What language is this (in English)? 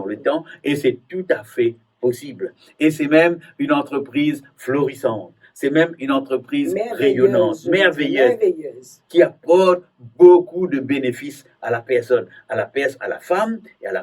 Morisyen